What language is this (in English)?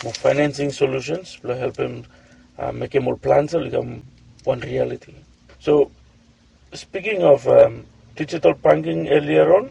Bislama